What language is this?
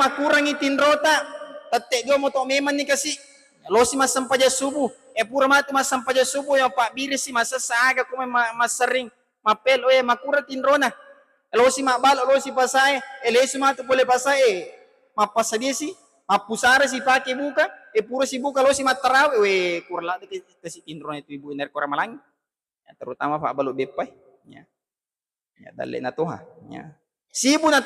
Buginese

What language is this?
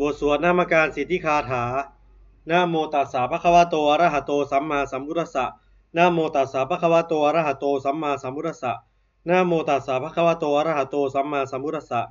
Pali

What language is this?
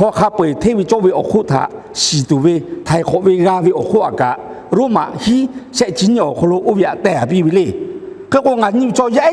Lahu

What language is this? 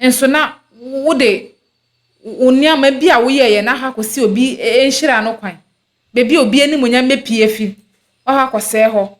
Akan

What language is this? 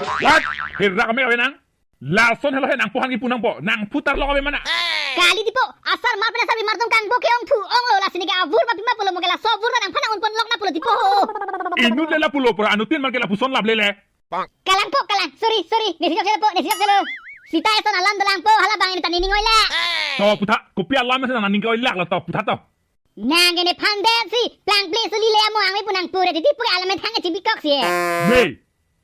Karbi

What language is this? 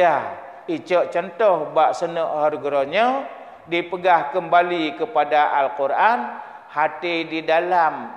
Achinese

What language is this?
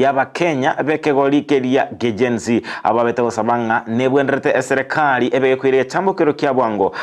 Gusii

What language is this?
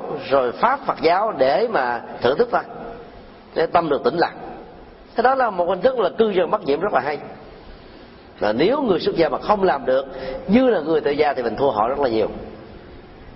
Vietnamese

